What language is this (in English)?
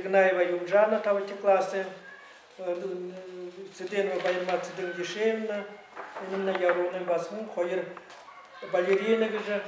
Buriat